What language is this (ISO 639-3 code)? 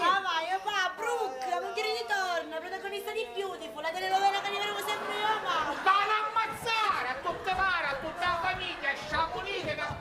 scn